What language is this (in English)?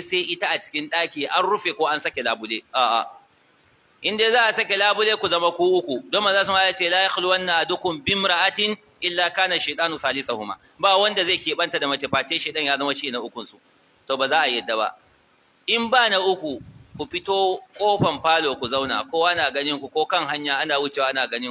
Hausa